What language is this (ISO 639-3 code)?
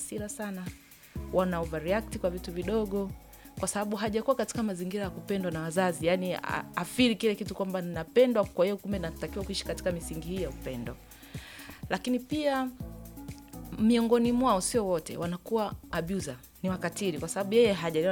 swa